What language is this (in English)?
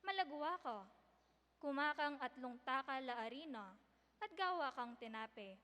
Pampanga